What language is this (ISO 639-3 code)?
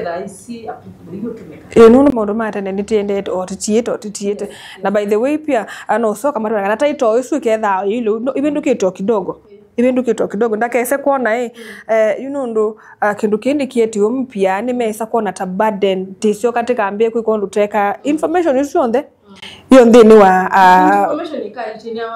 kam